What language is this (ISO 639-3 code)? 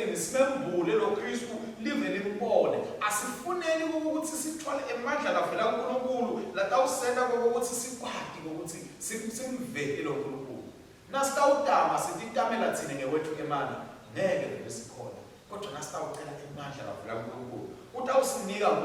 ssw